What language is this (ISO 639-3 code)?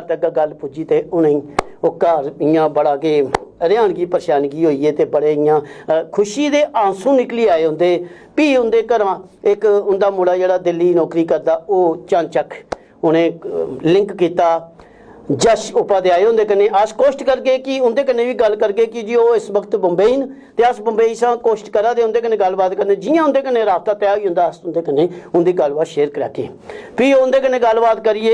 doi